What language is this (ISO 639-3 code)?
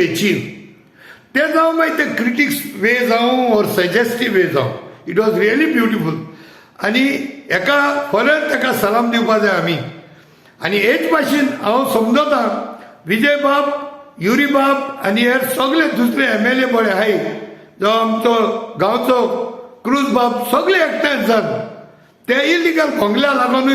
kok